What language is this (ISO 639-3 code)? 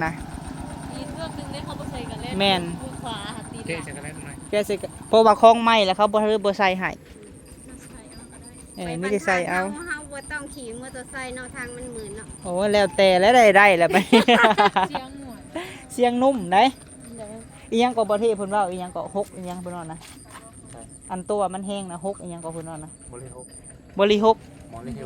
lao